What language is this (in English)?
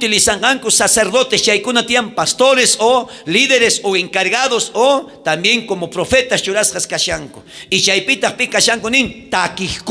South Bolivian Quechua